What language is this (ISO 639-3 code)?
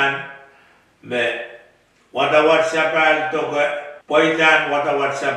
pon